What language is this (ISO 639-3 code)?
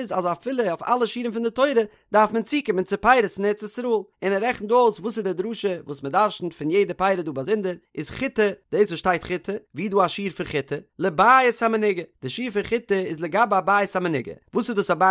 yid